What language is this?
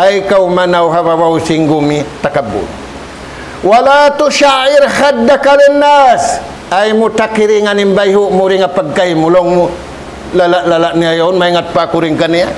Tausug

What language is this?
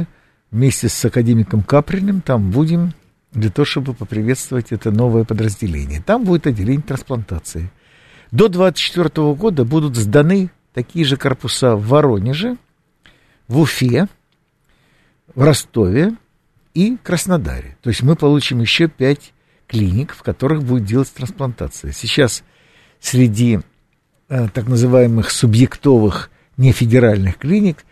Russian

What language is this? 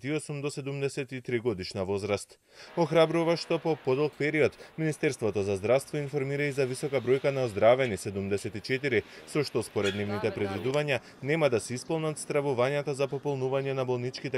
Macedonian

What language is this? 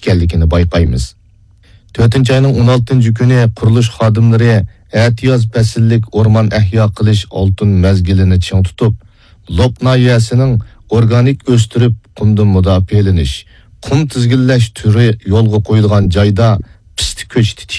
Uyghur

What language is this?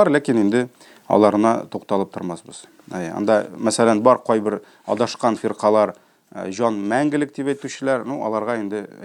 Tatar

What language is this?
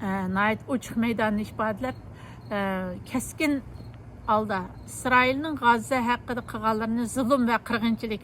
Uyghur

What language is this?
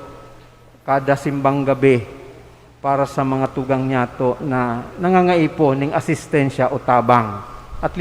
Bikol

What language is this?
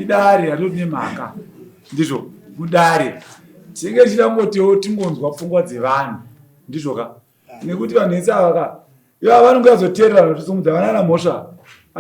Shona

